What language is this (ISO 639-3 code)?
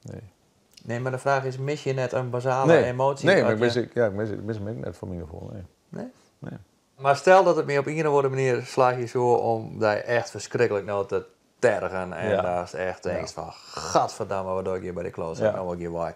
fry